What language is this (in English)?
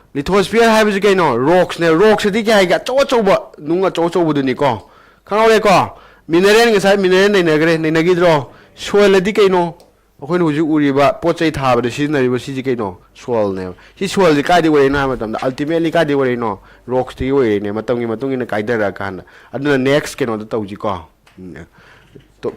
Manipuri